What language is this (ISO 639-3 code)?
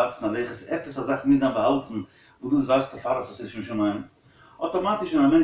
yid